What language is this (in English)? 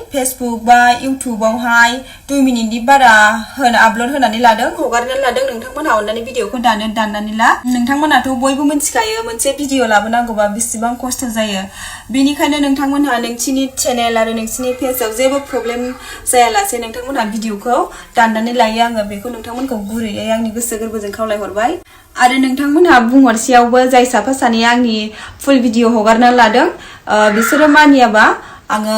Bodo